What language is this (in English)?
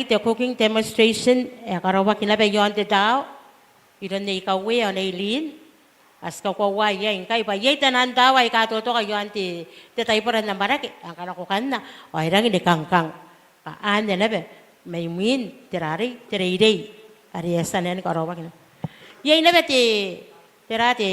Gilbertese